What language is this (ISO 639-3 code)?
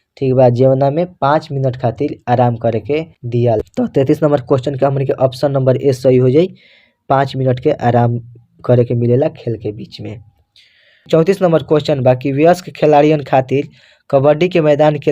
bho